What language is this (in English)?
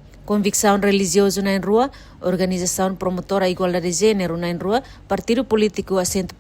Tetum